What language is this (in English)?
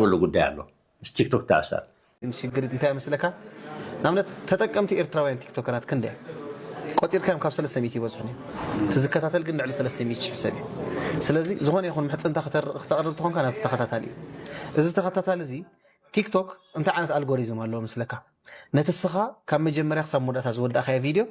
Tigrinya